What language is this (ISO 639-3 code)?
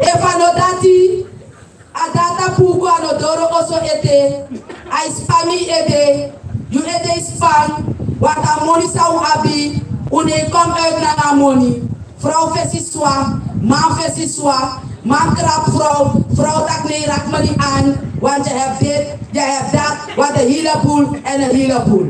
srn